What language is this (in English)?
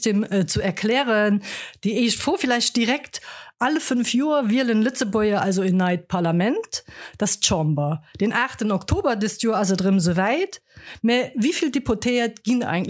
Luxembourgish